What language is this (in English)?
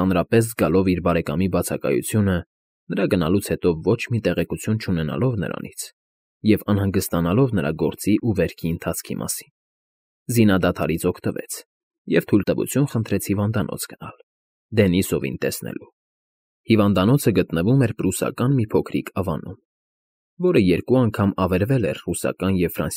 Armenian